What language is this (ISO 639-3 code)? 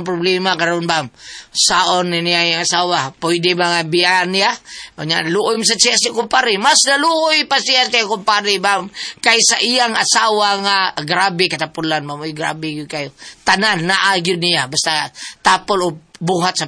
ceb